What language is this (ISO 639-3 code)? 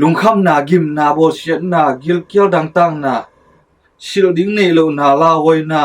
ctd